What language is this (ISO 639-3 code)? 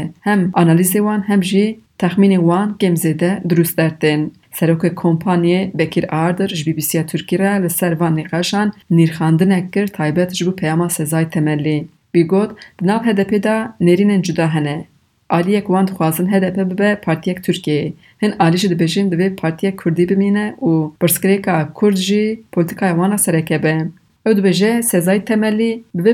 kur